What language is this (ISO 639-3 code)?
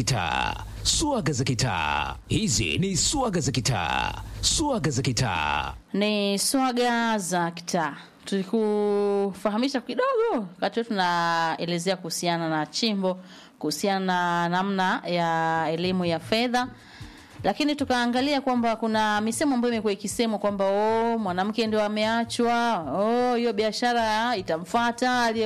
swa